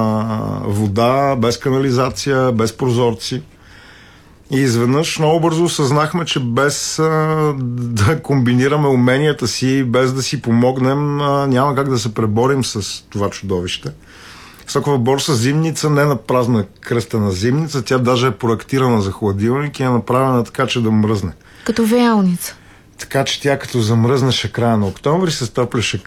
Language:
Bulgarian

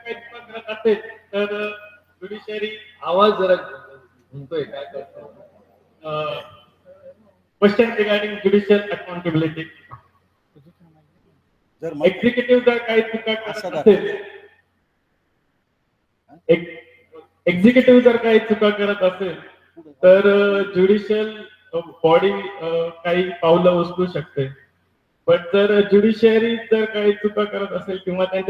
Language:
Marathi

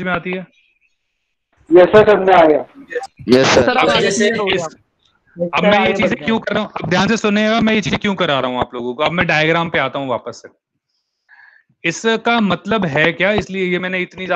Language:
Hindi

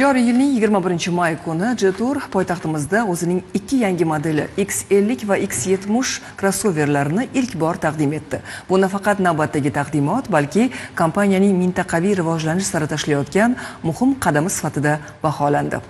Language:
Uzbek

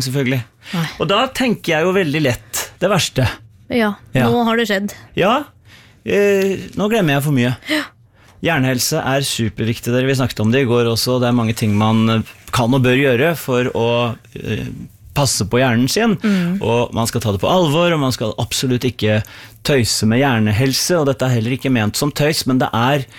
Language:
Norwegian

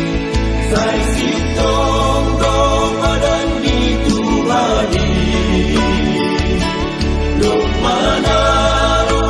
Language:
Batak Simalungun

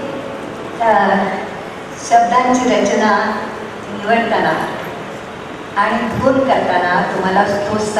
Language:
Marathi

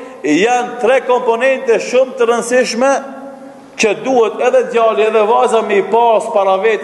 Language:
Albanian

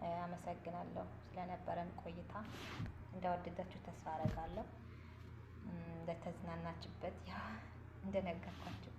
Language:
Amharic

